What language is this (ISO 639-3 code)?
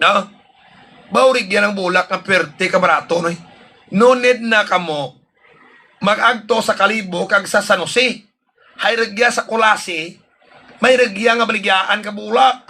hil